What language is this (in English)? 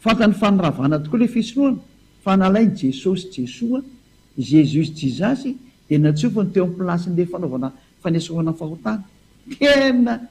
Malagasy